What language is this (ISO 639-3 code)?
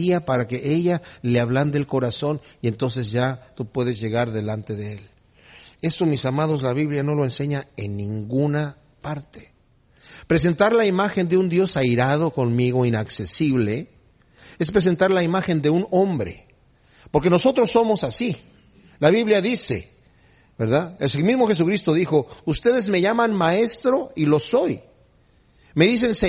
spa